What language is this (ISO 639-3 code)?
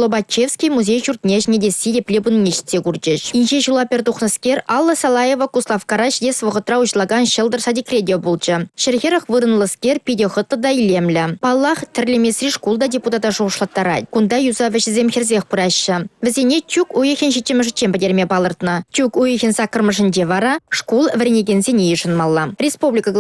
chv